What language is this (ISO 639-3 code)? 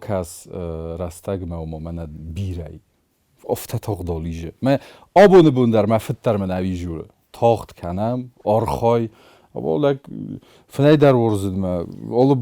oss